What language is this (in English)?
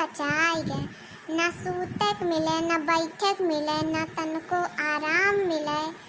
Awadhi